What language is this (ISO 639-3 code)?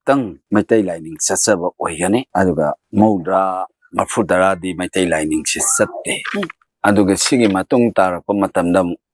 mni